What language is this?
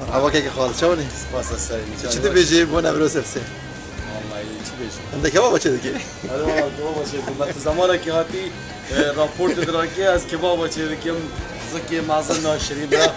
Kurdish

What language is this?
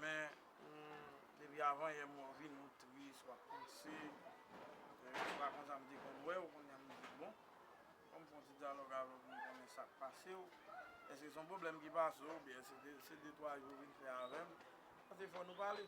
Haitian Creole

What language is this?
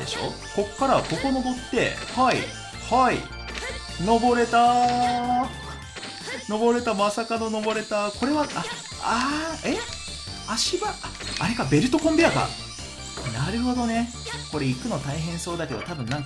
Japanese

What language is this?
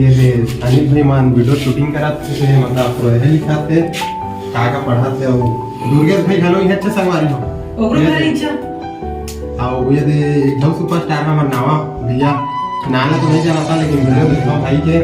Chhattisgarhi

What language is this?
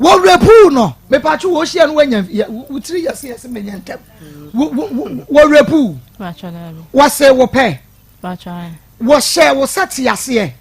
Akan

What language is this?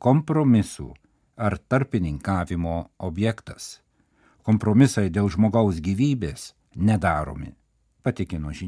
Lithuanian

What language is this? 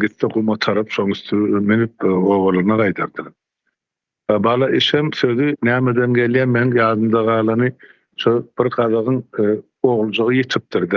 Turkmen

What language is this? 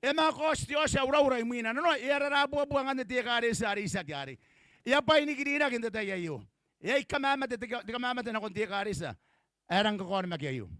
Gilbertese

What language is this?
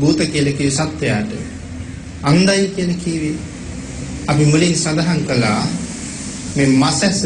Sinhala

